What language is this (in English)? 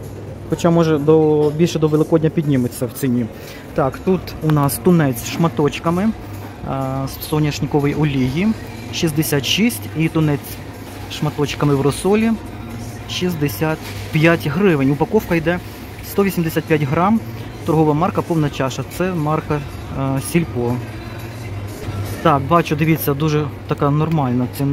Ukrainian